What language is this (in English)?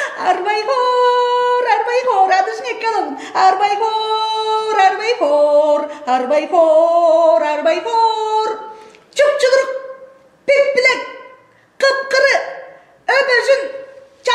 Tuvinian